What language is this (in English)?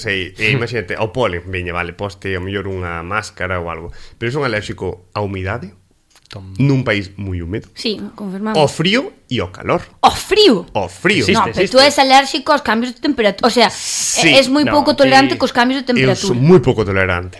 Galician